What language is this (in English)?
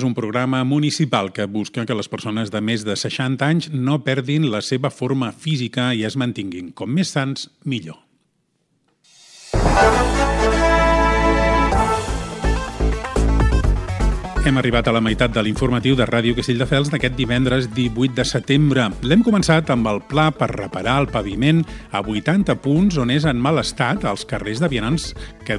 Catalan